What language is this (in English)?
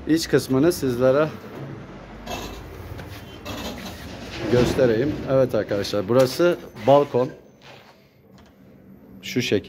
Turkish